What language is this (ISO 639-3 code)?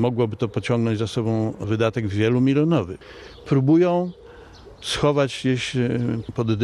pol